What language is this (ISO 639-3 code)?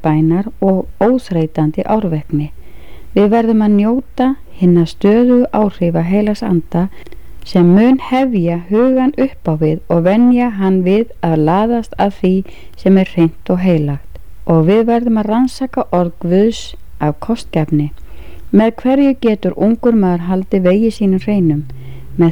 isl